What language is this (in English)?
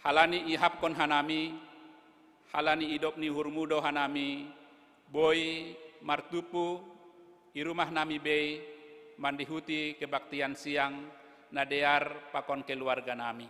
Batak Simalungun